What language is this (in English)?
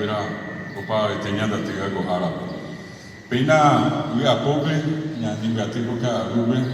Guarani